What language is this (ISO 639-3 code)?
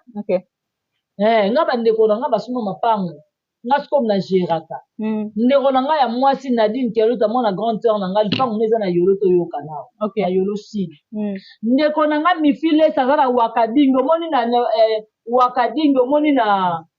lin